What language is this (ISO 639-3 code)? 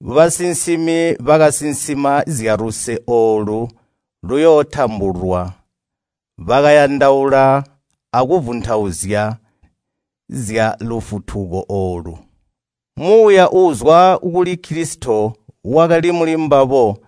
toi